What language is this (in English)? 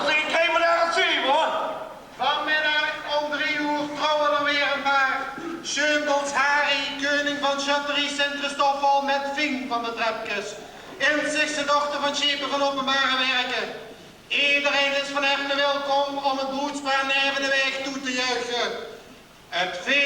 Limburgish